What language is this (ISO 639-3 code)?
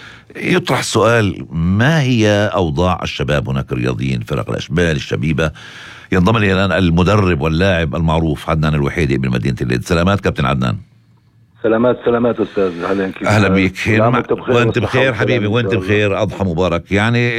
apc